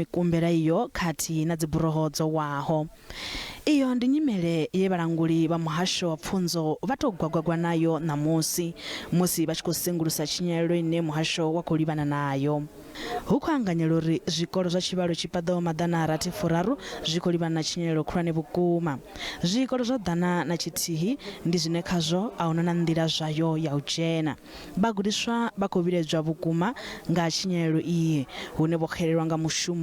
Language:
Venda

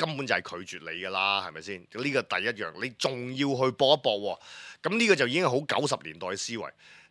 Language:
Cantonese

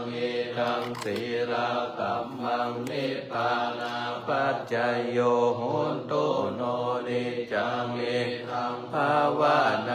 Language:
Pali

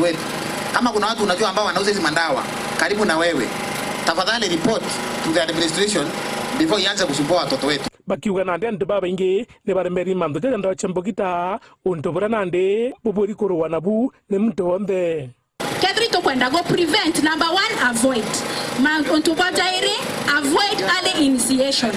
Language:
Meru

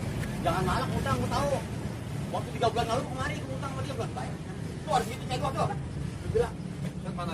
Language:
Betawi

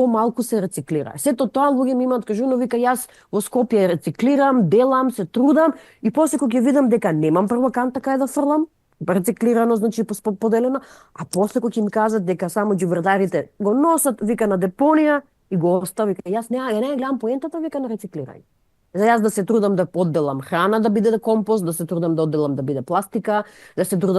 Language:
Macedonian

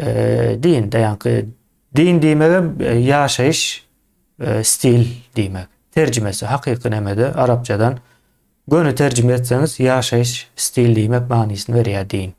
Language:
Turkmen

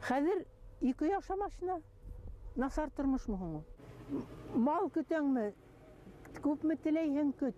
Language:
Bashkir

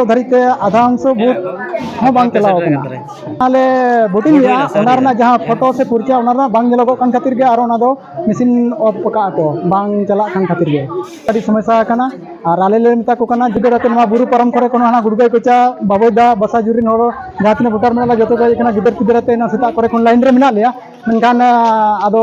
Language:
Santali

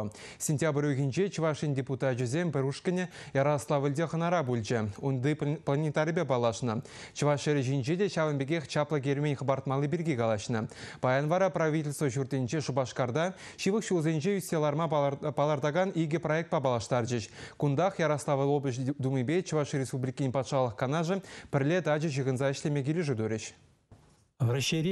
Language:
Chuvash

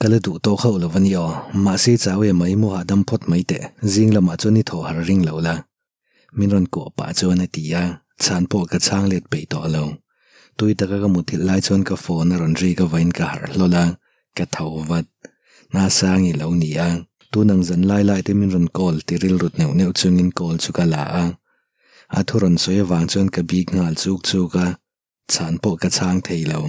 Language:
Mizo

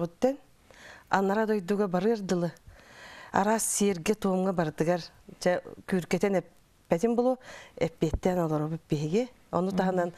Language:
Yakut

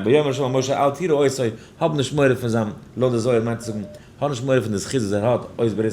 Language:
Yiddish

